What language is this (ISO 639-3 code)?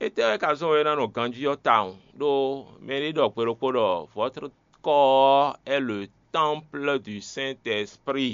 fon